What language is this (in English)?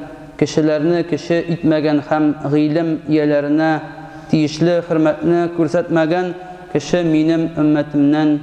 Tatar